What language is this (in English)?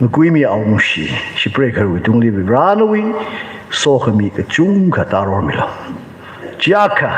Tangkhul Naga (India)